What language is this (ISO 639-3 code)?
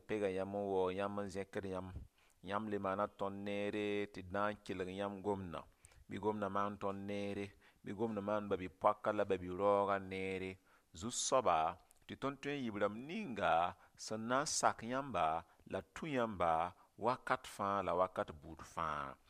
mos